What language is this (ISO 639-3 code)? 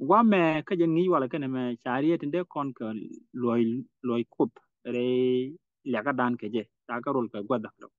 nus